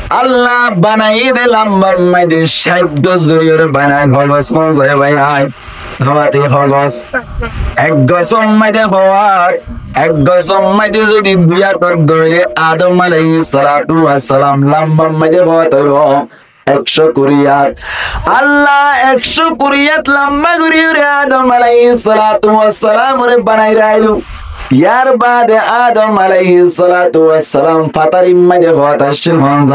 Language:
Rohingya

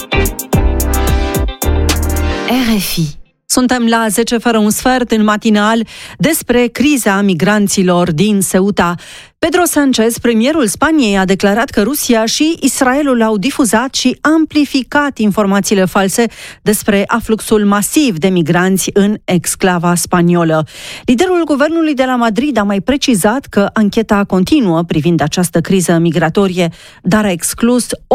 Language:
Romanian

